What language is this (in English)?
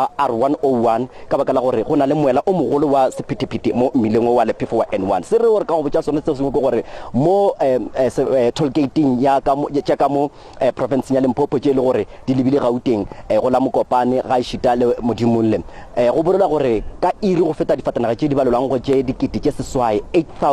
Northern Sotho